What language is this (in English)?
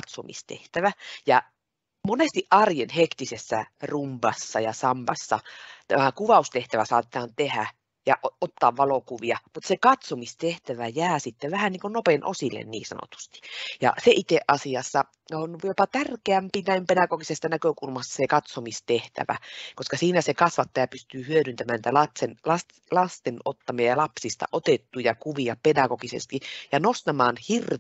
Finnish